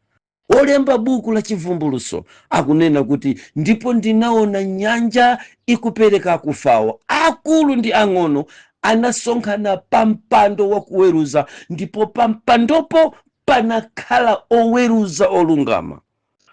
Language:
Nyanja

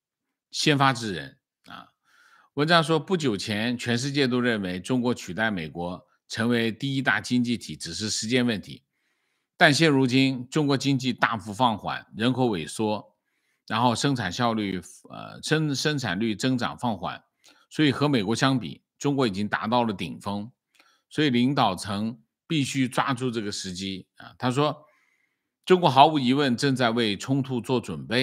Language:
Chinese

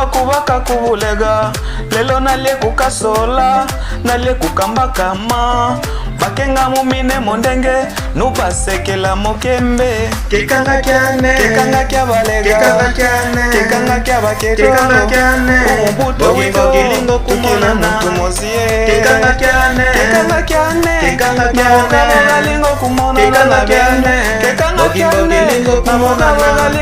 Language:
Lega-Shabunda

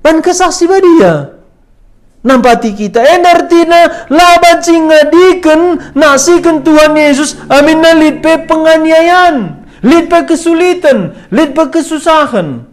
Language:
Batak Karo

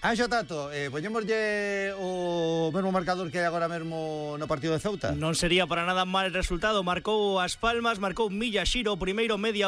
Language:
Galician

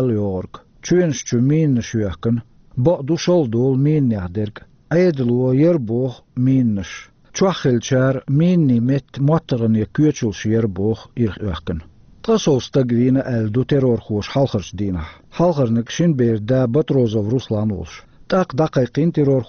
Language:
Chechen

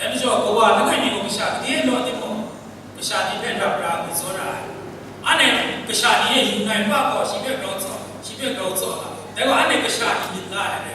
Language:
Kachin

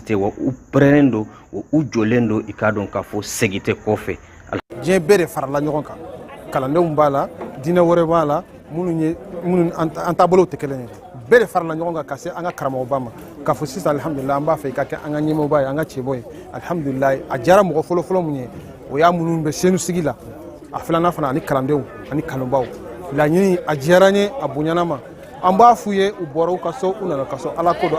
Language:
Bambara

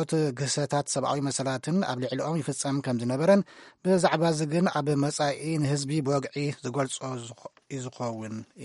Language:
Tigrinya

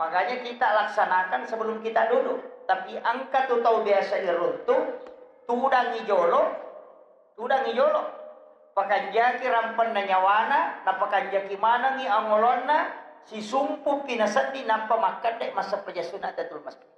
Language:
Buginese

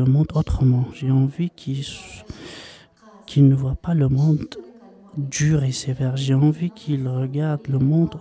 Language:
French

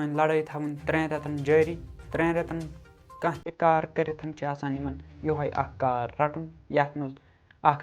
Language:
Kashmiri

